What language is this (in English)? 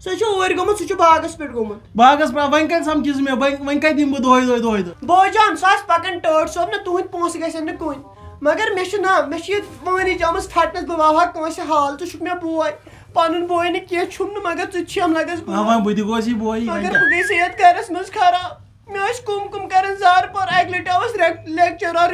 Kashmiri